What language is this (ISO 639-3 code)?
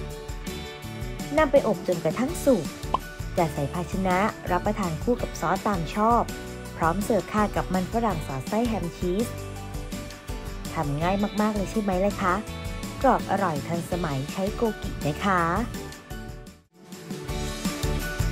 tha